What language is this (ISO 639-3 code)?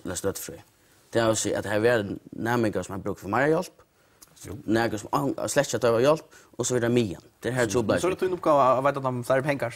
fao